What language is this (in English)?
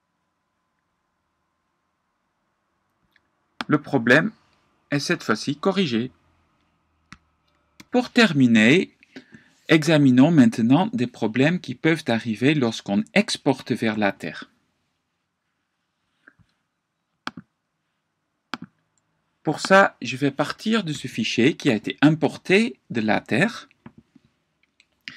French